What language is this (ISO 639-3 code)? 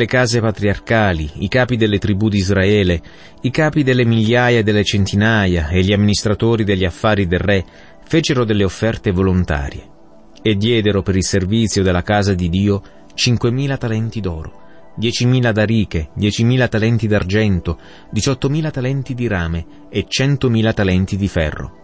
ita